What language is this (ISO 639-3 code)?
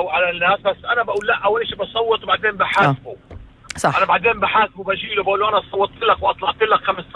apc